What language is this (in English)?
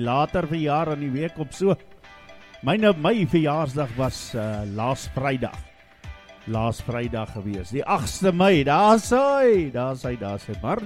Afrikaans